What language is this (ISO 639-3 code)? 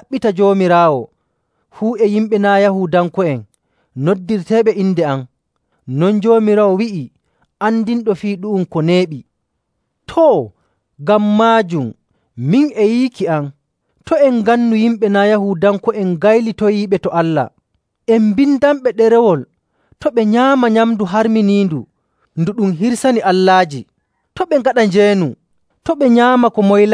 fuv